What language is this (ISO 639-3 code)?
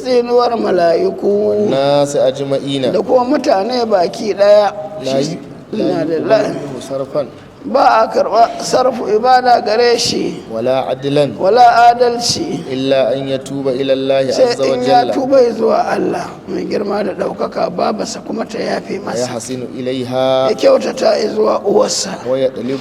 hau